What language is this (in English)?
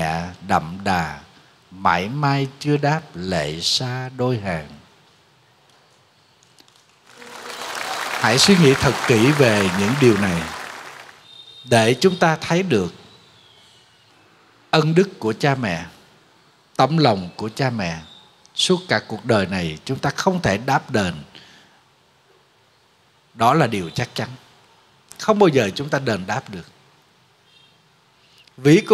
Vietnamese